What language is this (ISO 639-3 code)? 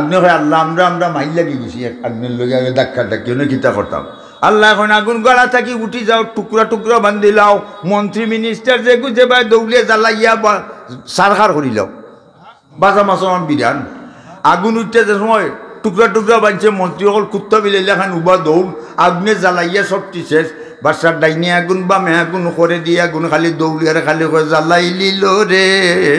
syl